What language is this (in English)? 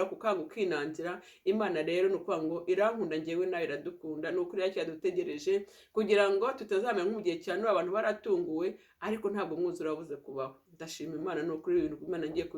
Kinyarwanda